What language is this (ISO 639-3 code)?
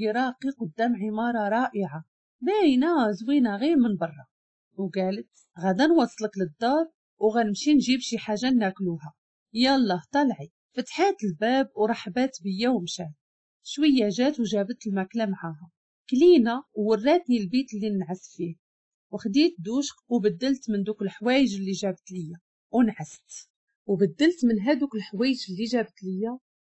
ary